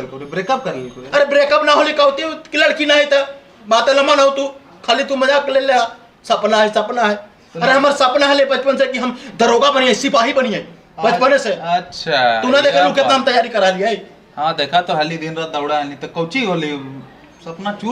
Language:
Magahi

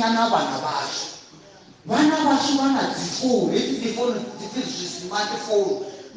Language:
Venda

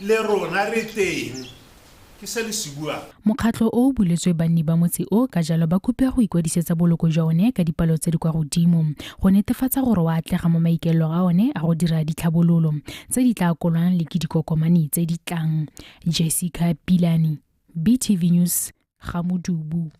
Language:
Tswana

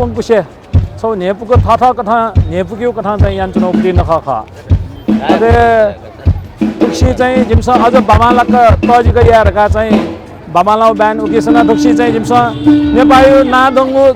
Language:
Newari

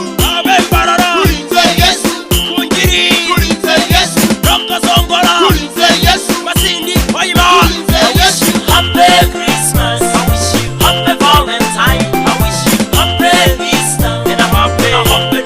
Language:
Acoli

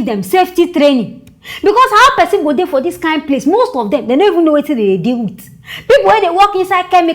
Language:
Nigerian Pidgin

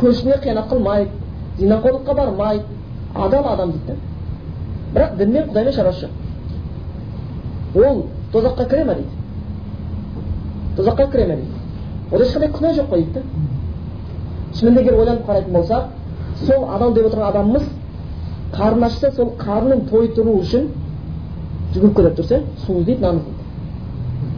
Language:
Kazakh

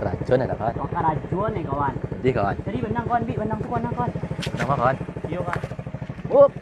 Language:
Minangkabau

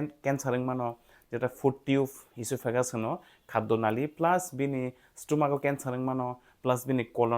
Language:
Kok Borok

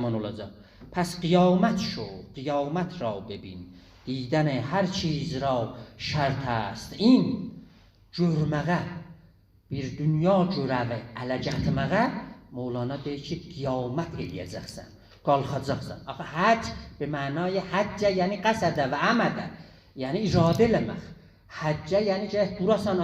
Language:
South Azerbaijani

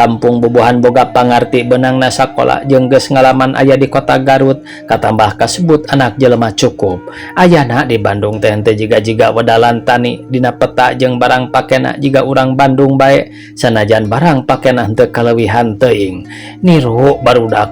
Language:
Sundanese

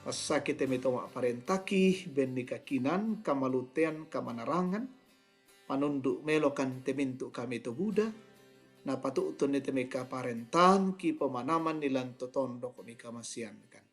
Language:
Toraja-Sa'dan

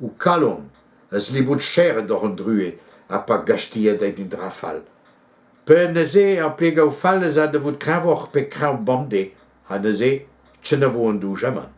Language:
Breton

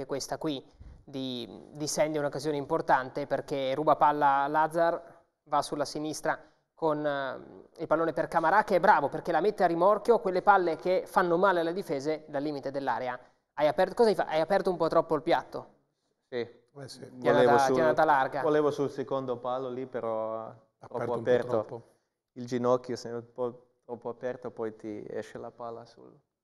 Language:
Italian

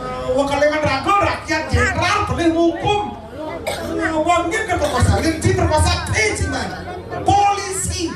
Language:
Balinese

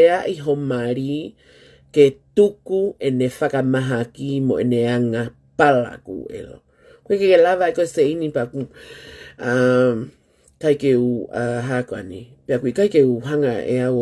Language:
Tongan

